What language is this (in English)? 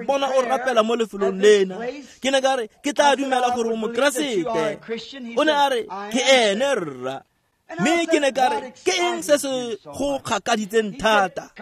Tswana